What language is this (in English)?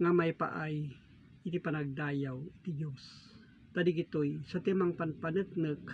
Iloko